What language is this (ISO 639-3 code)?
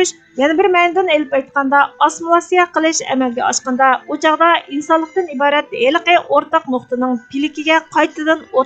uig